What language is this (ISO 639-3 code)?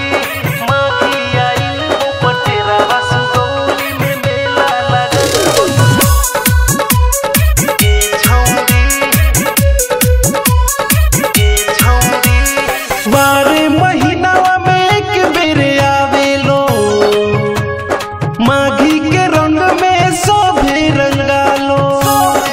bho